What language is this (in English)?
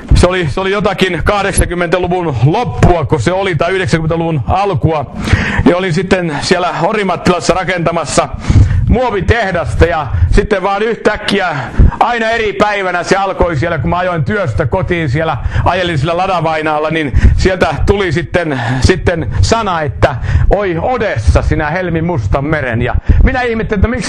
Finnish